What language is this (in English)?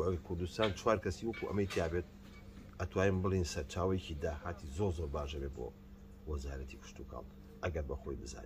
Central Kurdish